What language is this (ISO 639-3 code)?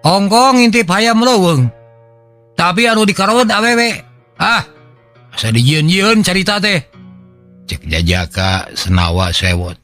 sun